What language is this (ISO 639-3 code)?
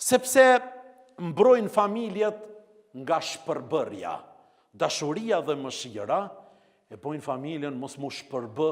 sqi